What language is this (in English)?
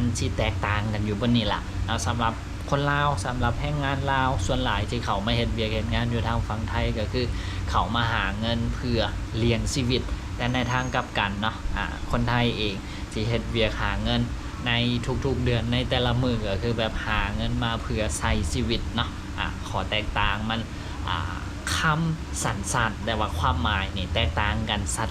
Lao